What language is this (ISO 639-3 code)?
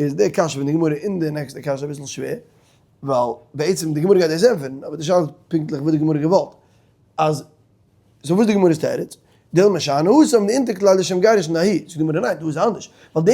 yid